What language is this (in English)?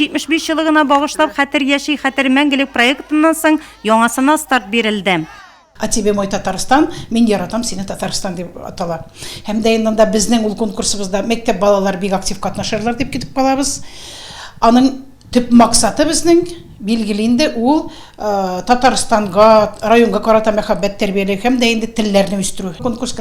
Tatar